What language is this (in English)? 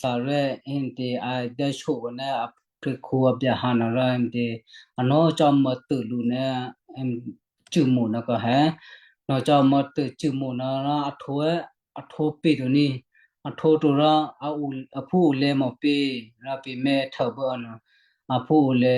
Western Kayah